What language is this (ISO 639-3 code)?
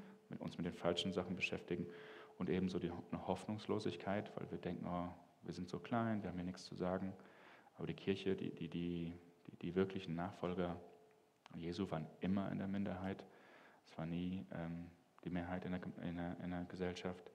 gsw